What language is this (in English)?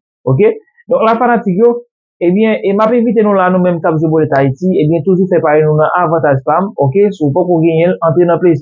Haitian Creole